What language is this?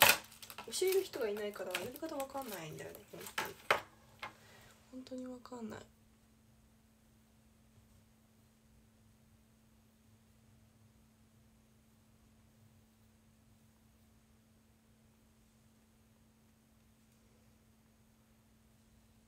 Japanese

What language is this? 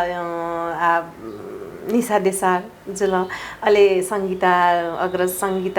Newari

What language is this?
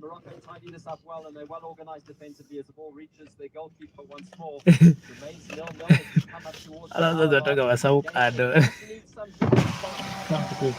Venda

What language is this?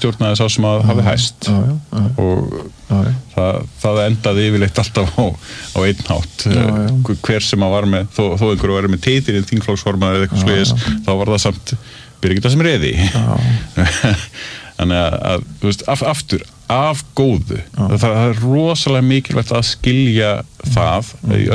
Icelandic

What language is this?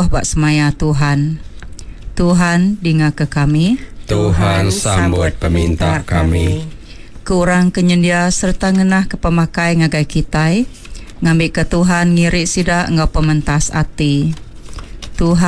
Iban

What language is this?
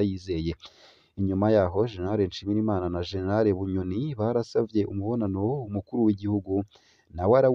Rundi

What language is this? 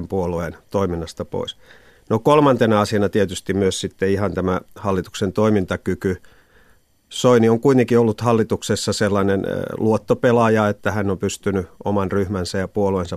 Finnish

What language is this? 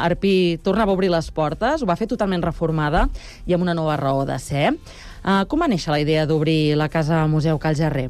Catalan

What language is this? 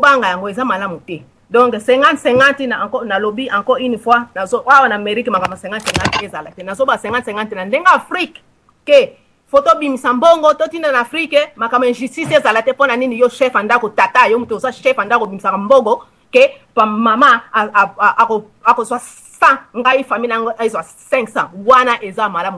Lingala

